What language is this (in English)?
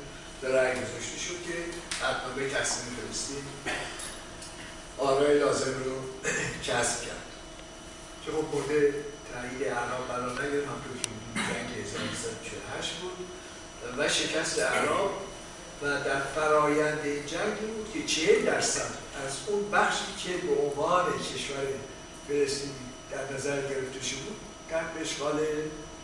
Persian